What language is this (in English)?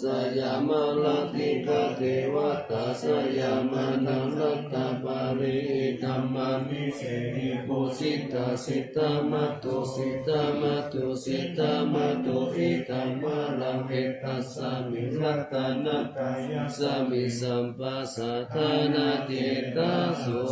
Pali